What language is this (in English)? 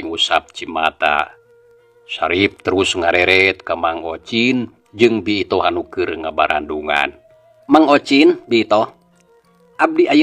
Sundanese